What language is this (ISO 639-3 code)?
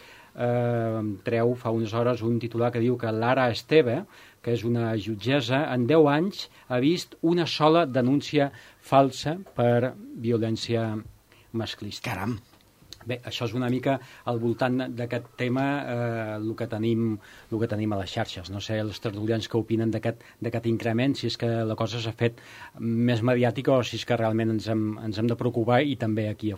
cat